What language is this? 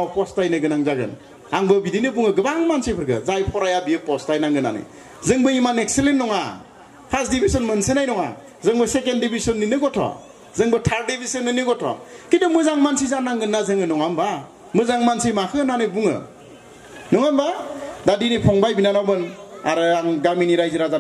Bodo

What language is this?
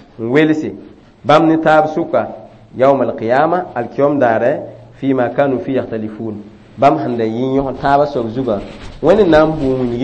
Mossi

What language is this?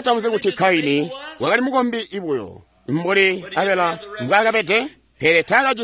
Tonga (Zambia)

